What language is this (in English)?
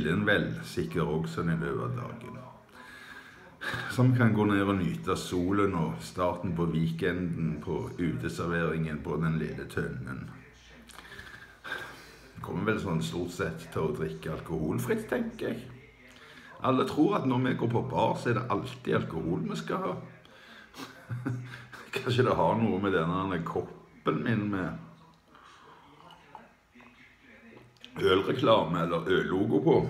Norwegian